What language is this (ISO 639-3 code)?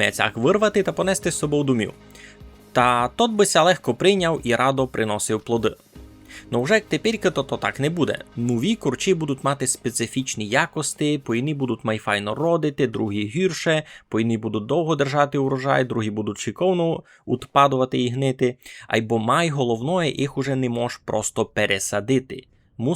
rue